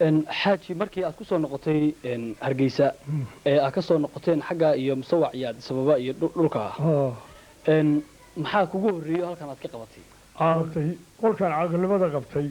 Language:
Somali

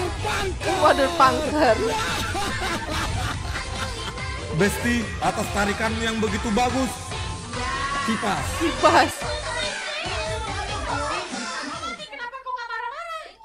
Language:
Indonesian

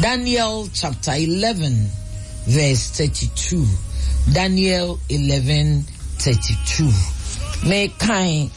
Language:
Akan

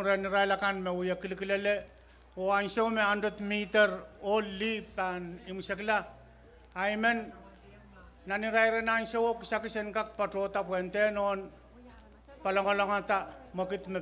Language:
Pohnpeian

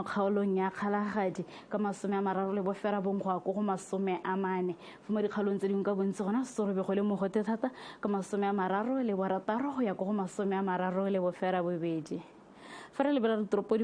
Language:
Tswana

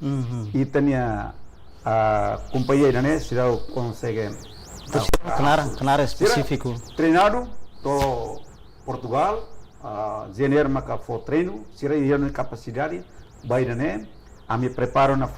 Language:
Tetum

